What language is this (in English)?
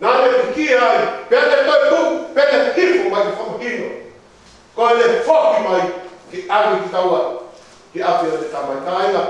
Tongan